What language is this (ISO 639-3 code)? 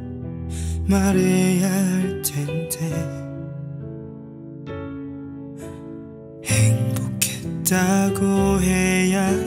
kor